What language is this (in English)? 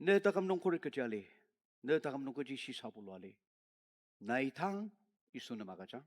Ao Naga